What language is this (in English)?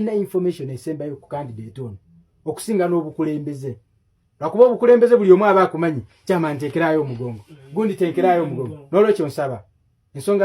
Ganda